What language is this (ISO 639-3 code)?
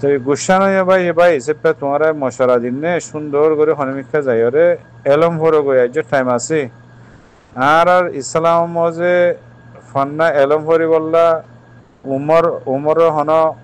rhg